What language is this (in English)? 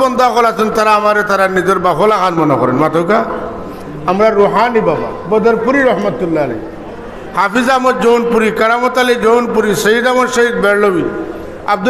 Sylheti